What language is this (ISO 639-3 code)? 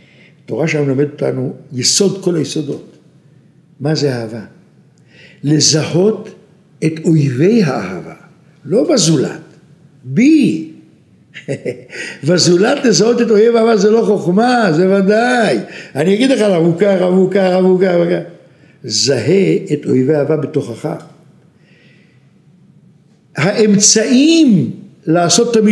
heb